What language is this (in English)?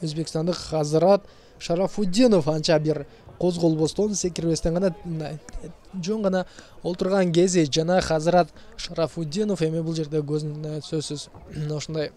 Kyrgyz